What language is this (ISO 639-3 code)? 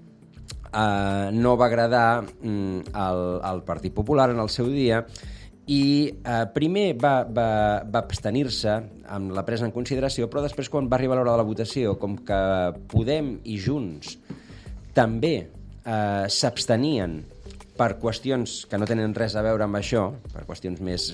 cat